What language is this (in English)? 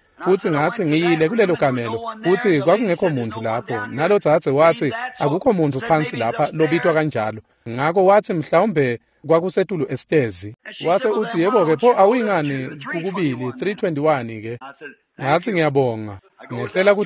Swati